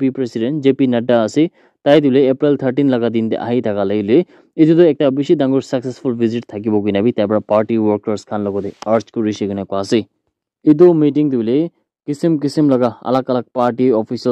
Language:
Naga Pidgin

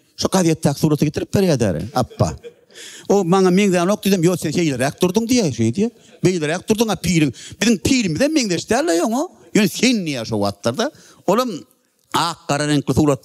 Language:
Turkmen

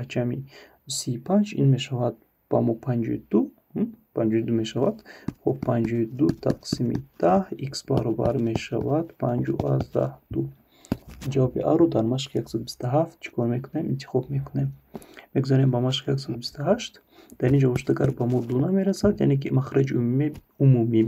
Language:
Tajik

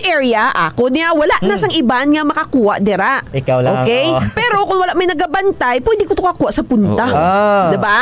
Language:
Hiligaynon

